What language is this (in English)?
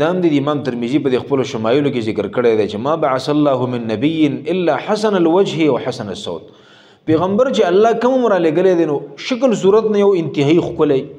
Pashto